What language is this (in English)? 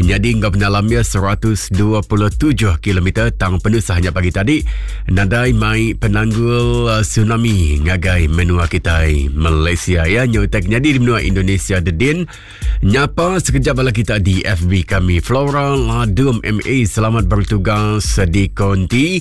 Iban